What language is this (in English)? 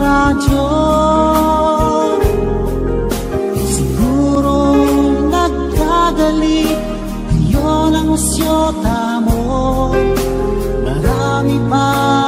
Filipino